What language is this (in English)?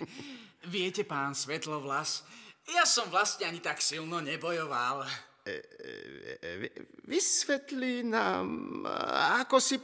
Slovak